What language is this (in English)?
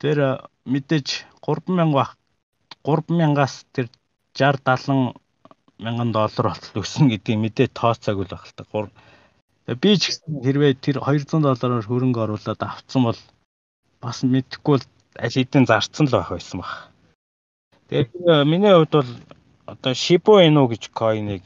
Mongolian